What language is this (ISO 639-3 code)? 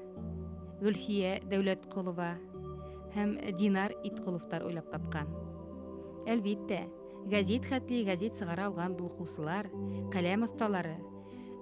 bak